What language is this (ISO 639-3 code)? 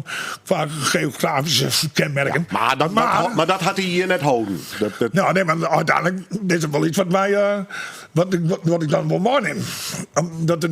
fry